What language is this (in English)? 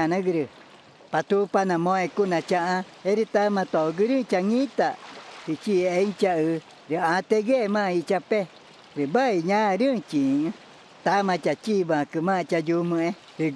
Ticuna